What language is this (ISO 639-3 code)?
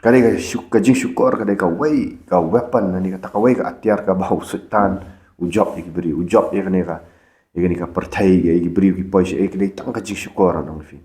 kha